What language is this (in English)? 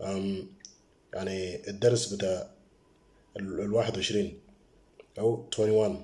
Moro